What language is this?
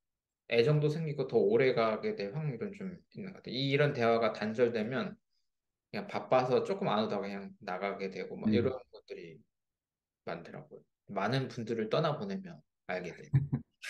Korean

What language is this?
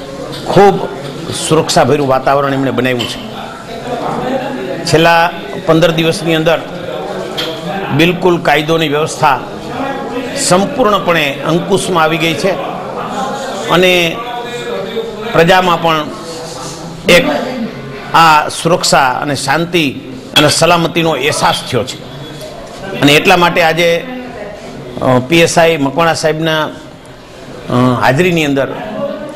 Gujarati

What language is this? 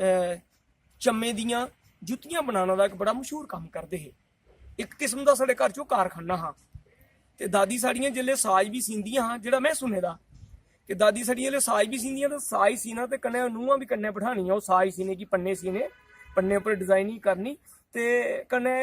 Dogri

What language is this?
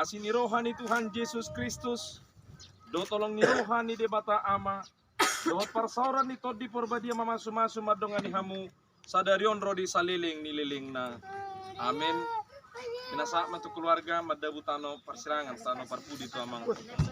Batak Toba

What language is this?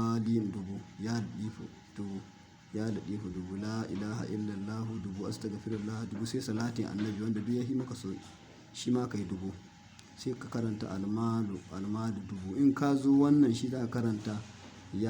Hausa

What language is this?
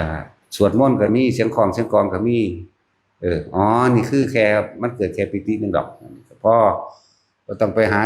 Northeastern Thai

